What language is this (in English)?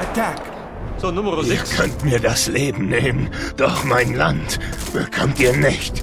Bavarian